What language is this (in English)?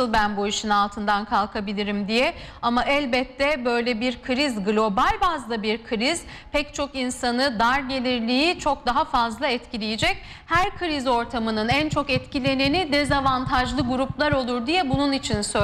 Turkish